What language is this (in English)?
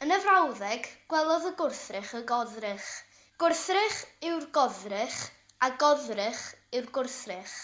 Welsh